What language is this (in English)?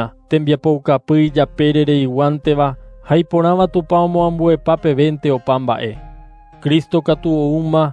Guarani